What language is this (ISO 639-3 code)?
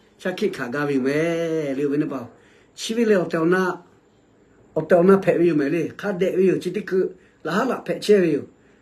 lhu